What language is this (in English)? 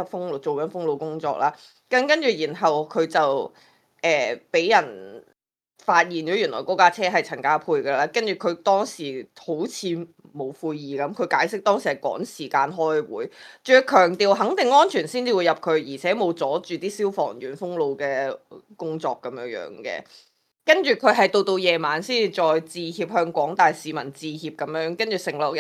Cantonese